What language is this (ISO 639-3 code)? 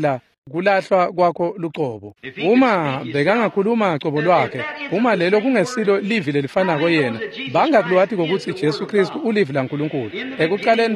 ssw